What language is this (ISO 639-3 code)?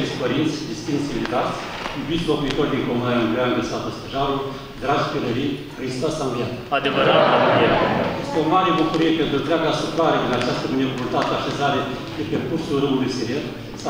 ron